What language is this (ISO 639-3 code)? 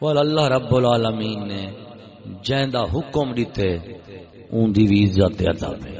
skr